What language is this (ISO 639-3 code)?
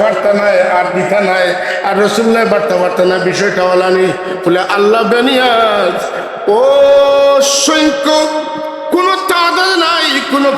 syl